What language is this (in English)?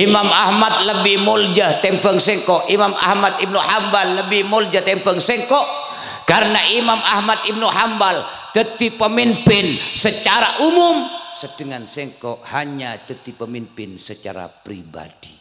Madurese